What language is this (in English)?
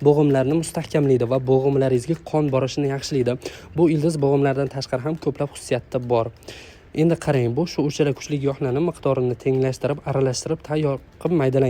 Uzbek